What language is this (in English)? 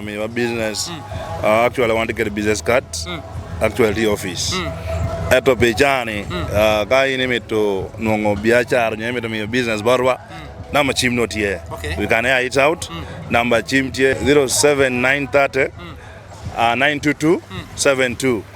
Lango (Uganda)